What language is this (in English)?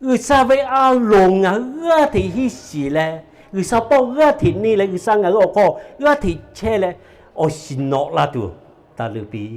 Lahu